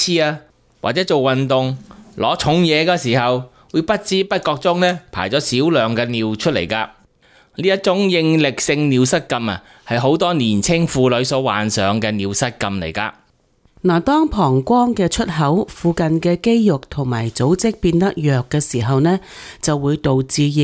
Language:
Cantonese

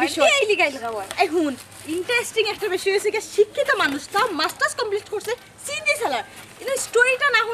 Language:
Sylheti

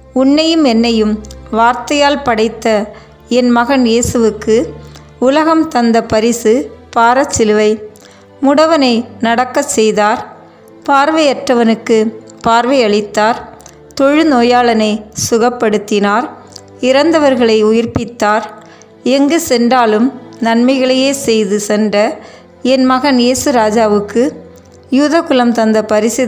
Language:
Tamil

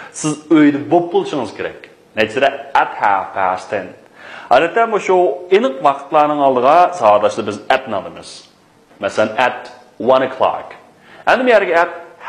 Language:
Uyghur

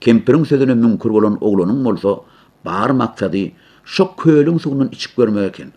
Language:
Turkmen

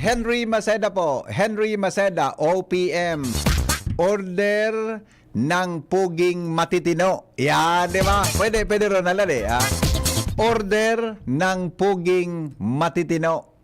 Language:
Bikol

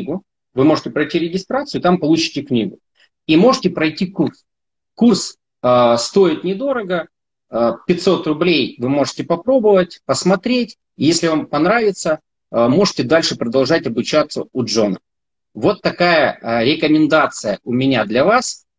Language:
Russian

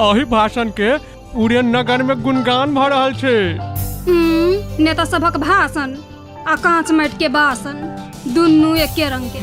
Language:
Maithili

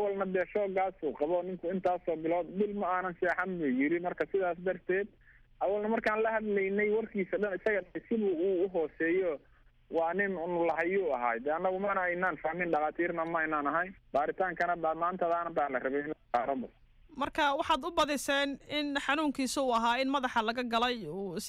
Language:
Somali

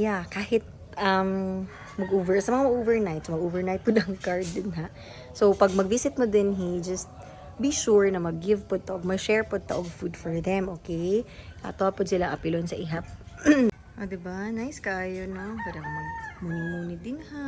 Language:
Cebuano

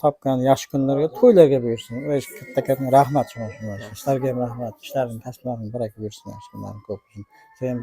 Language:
Uzbek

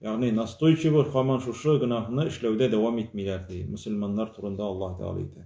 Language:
Tatar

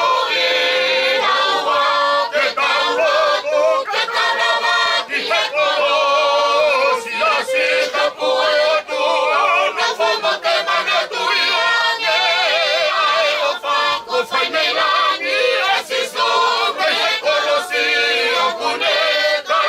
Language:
Tongan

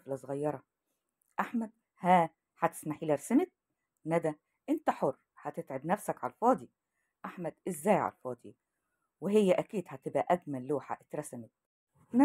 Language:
Egyptian Arabic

